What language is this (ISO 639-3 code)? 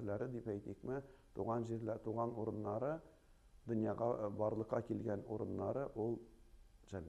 tat